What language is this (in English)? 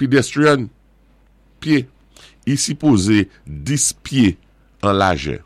Saint Lucian Creole French